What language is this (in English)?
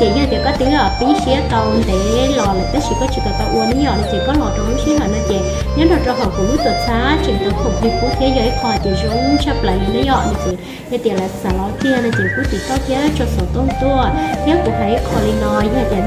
Hmong